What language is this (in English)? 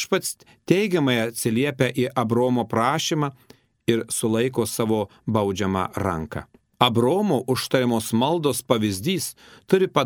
Lithuanian